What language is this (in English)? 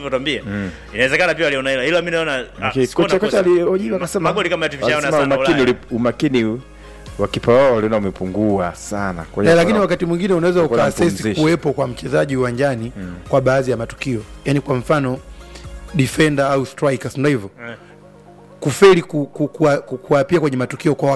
Swahili